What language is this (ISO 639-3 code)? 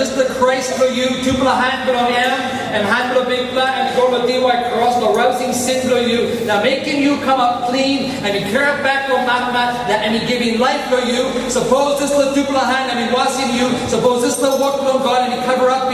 tpi